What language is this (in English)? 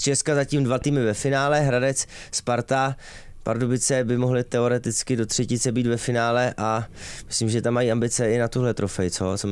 Czech